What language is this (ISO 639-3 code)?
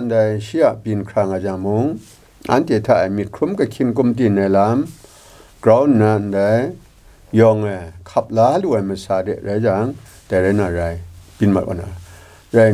kac